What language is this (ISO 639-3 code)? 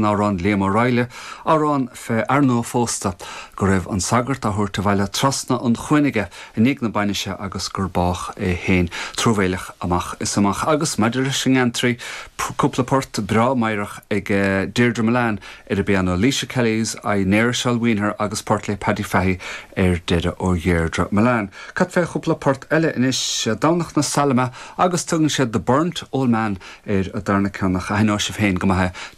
gle